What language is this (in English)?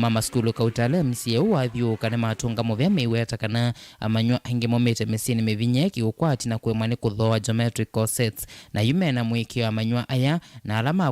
Kamba